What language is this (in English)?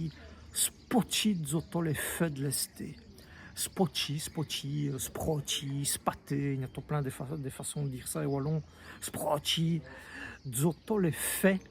Walloon